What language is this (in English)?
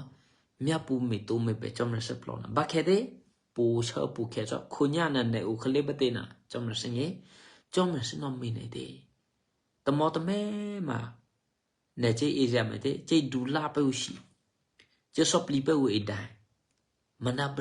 Eastern Kayah